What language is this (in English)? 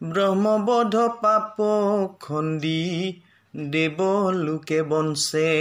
Assamese